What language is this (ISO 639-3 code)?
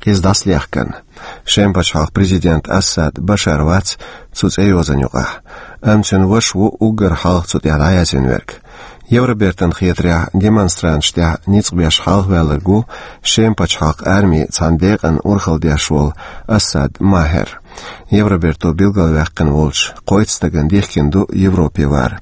che